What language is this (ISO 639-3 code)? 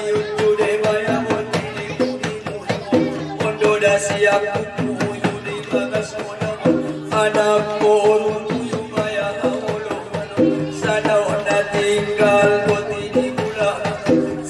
akb